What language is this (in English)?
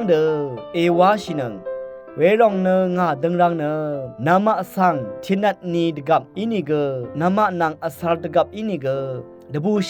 Rawang